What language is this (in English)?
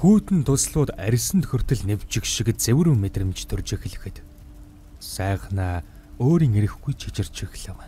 Mongolian